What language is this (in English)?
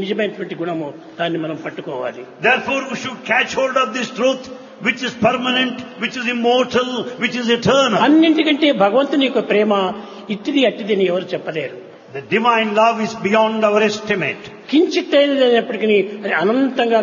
Telugu